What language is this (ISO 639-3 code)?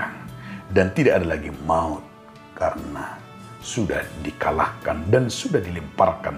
bbc